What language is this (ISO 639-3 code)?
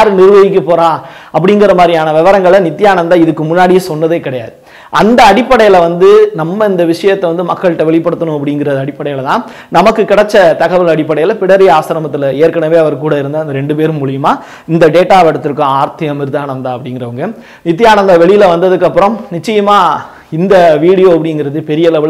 tam